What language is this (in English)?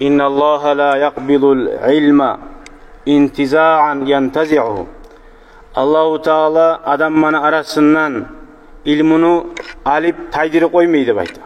Kumyk